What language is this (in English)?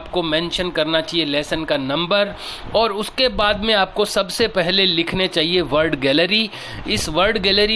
Hindi